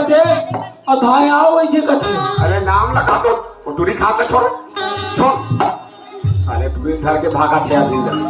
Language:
Chhattisgarhi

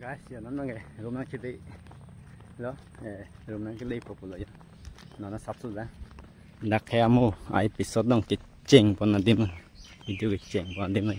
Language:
Karbi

